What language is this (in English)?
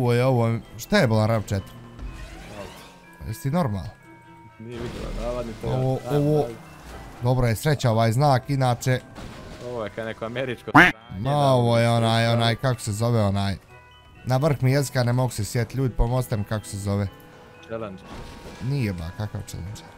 Bosnian